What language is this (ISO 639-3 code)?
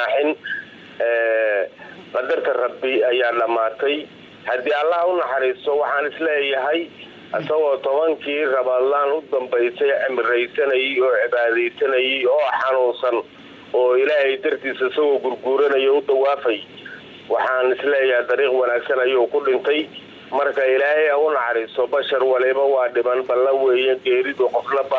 som